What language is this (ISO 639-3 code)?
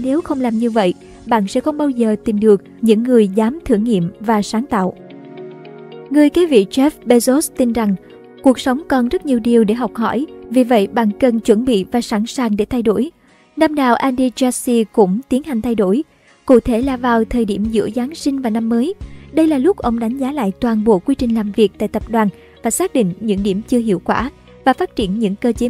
vie